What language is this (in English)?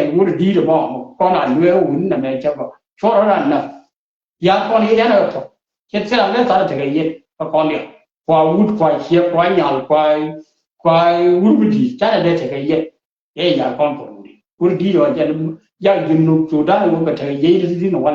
Nuer